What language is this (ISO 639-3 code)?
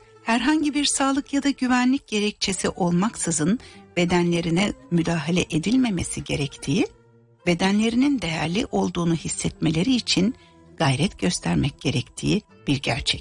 tur